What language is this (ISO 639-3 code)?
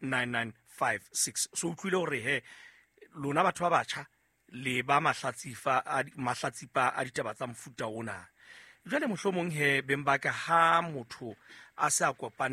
sot